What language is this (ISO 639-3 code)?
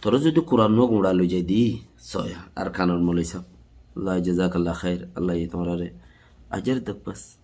rhg